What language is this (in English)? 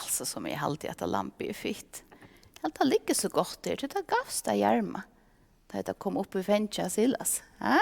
Faroese